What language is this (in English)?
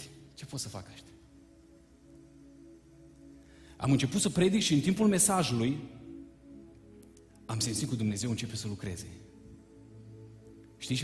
Romanian